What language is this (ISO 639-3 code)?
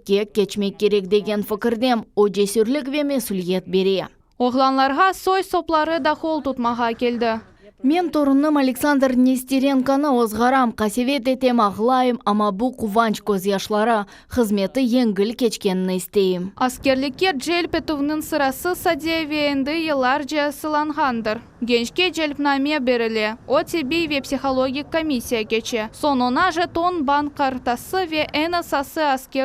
crh